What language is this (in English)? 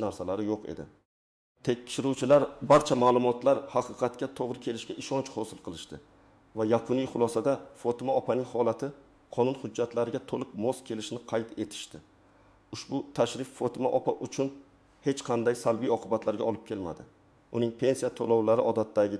Uzbek